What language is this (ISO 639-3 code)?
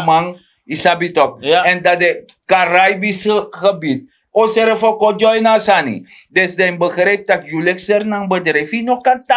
srn